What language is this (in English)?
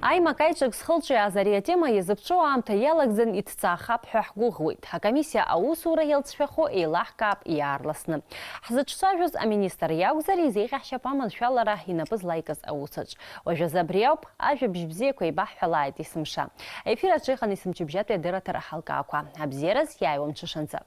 Abkhazian